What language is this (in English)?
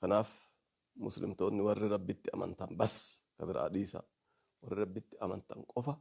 Oromo